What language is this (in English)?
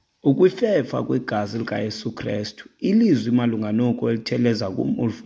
Xhosa